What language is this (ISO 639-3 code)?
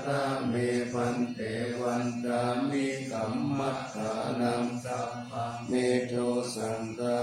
pli